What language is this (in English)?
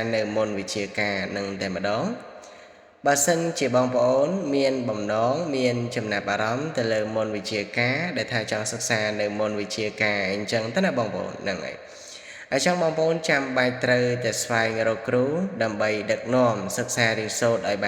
Khmer